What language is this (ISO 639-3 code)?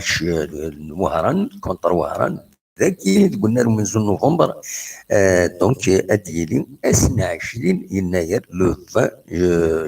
kab